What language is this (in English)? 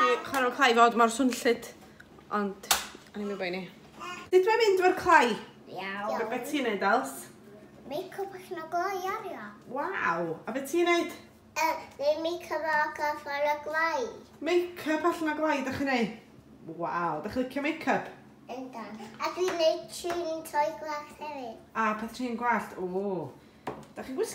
Welsh